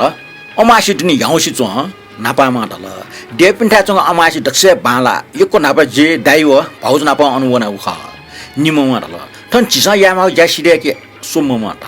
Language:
Newari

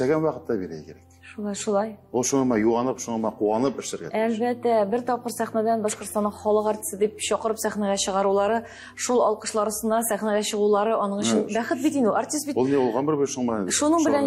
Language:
Tatar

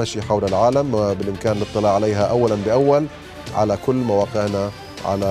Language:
Arabic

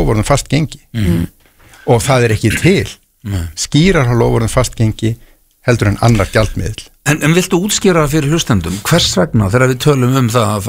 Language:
Icelandic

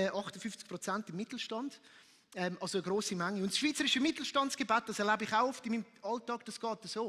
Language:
Swiss German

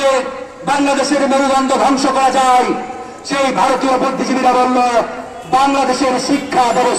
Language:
Bangla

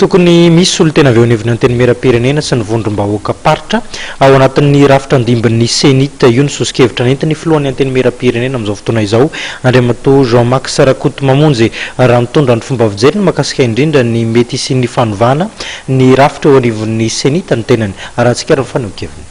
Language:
Malagasy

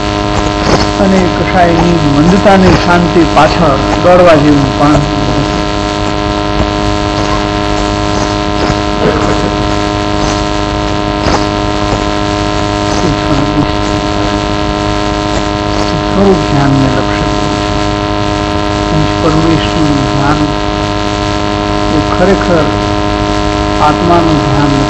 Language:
Gujarati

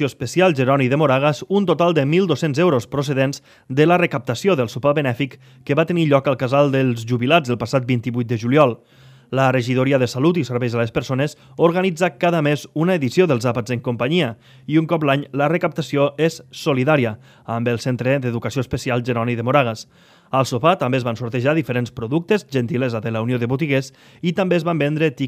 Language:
Catalan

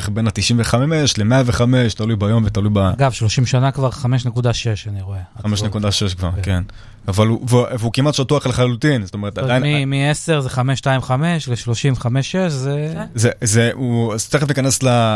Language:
Hebrew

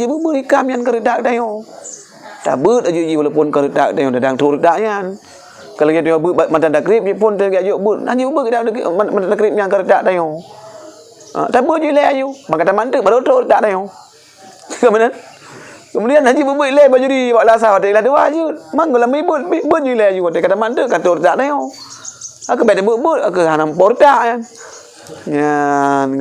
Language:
Achinese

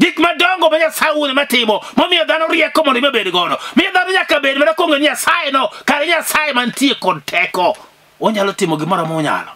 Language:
Luo (Kenya and Tanzania)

